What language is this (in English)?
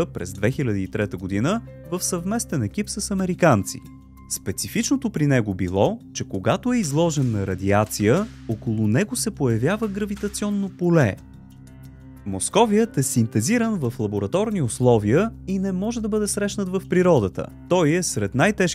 Bulgarian